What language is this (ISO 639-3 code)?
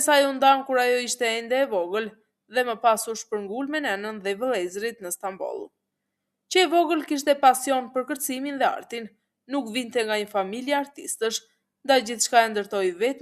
sqi